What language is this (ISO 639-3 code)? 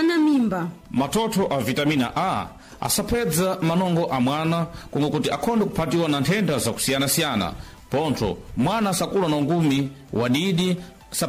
seh